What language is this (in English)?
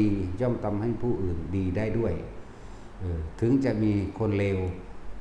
Northeastern Thai